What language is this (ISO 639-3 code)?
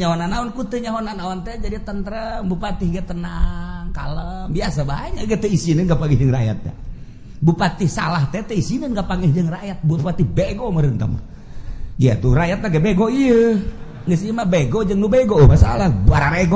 sun